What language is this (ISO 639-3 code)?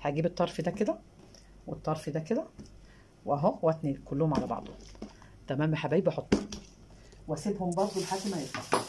arz